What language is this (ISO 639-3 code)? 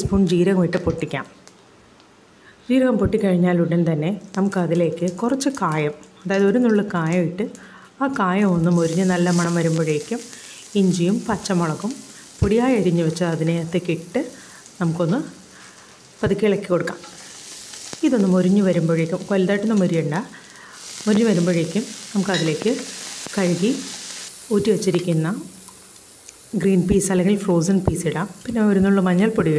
mal